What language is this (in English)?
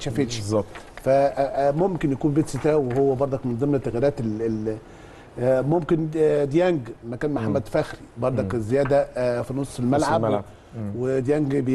Egyptian Arabic